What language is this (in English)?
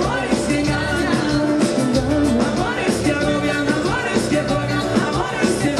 Spanish